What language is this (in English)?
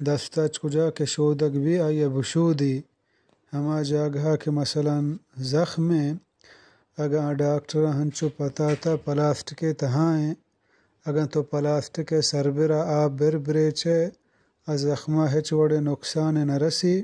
Eastern Balochi